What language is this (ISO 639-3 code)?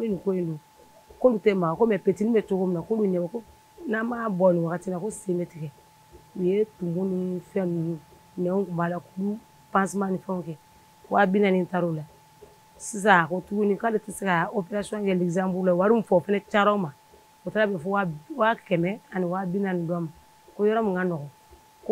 bam